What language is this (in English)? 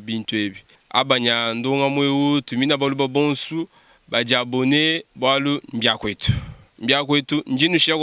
Luba-Lulua